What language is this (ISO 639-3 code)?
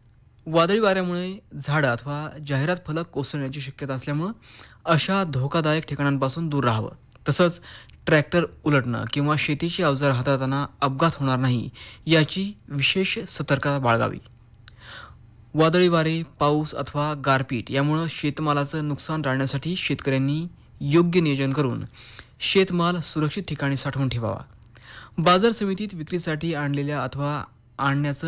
mar